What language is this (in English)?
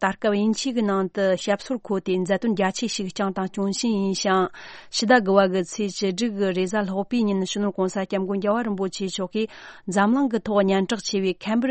Tibetan